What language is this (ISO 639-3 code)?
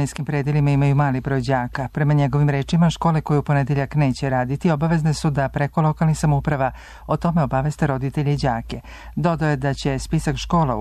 srp